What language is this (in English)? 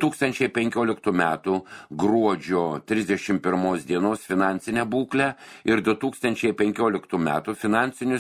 Lithuanian